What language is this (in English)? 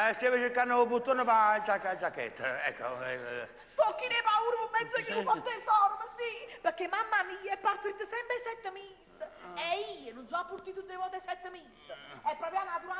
Neapolitan